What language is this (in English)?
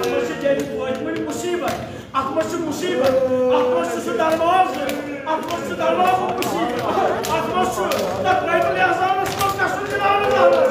Kashmiri